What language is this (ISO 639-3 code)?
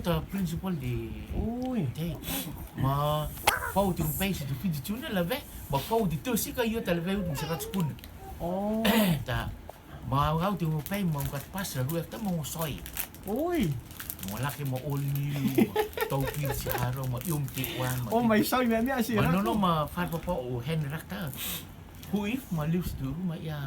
rtm